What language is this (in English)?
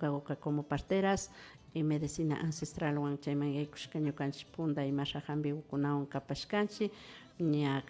Imbabura Highland Quichua